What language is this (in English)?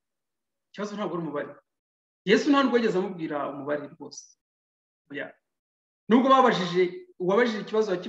Kinyarwanda